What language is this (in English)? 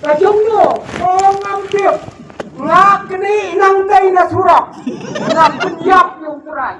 Khasi